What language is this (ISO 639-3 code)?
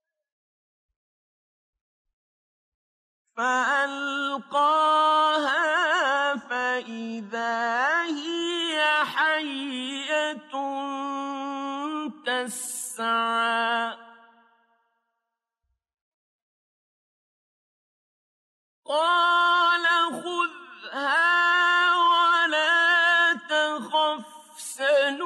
ara